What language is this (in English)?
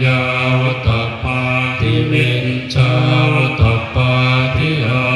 Pali